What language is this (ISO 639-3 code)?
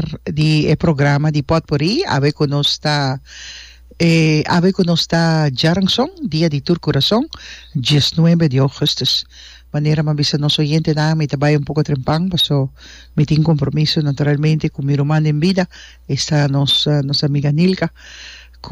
pap